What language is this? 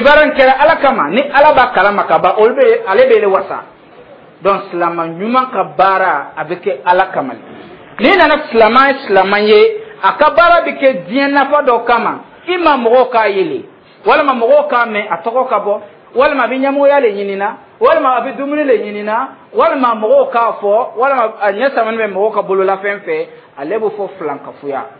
Dyula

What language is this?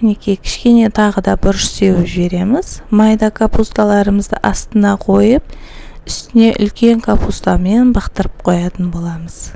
Kazakh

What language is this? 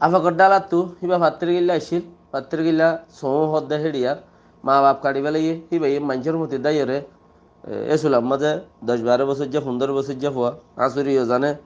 Rohingya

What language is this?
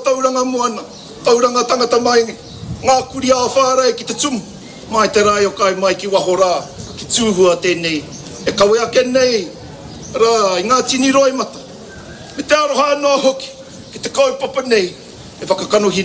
Māori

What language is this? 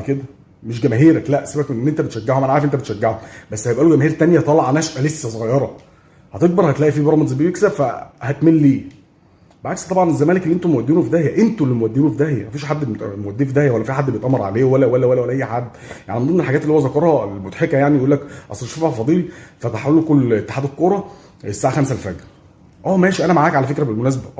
Egyptian Arabic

